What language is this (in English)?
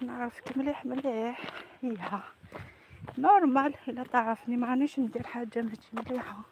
Algerian Arabic